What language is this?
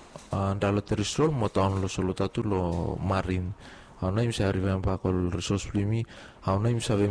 Bislama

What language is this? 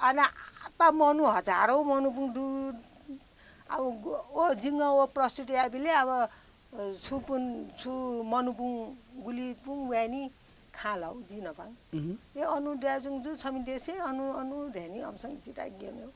Newari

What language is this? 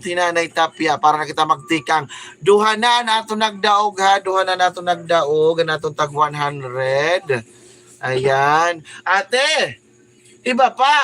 Waray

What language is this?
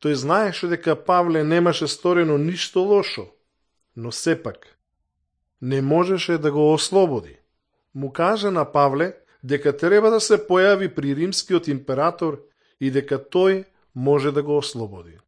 Macedonian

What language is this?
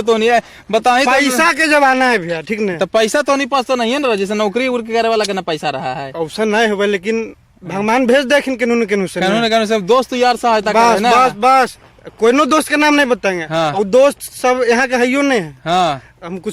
Magahi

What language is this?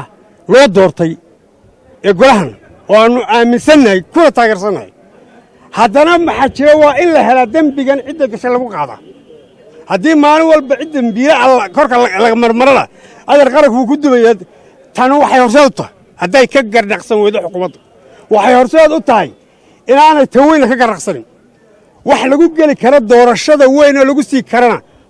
Somali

